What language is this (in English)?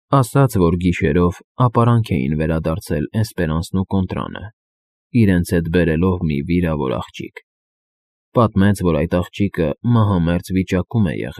Armenian